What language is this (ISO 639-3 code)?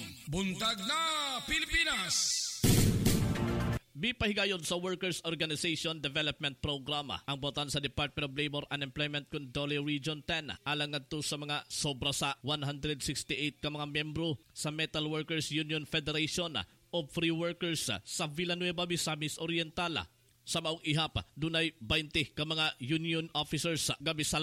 ceb